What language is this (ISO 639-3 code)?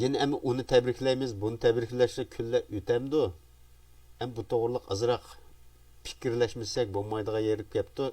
uig